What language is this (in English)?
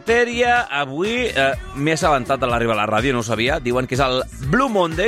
Catalan